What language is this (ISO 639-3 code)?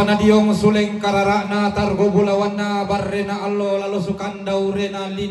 sda